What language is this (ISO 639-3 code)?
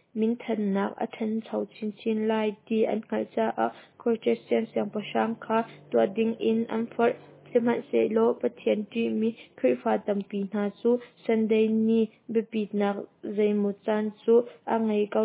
cnh